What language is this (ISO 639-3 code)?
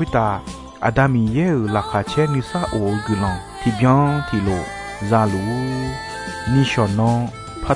ahk